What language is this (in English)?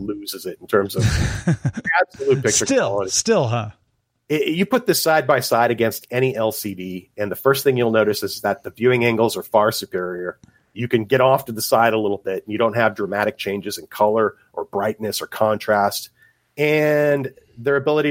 English